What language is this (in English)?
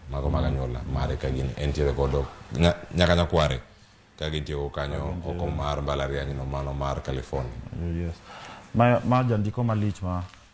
Luo (Kenya and Tanzania)